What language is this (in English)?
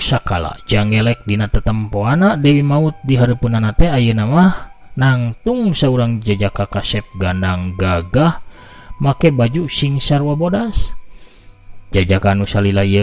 Sundanese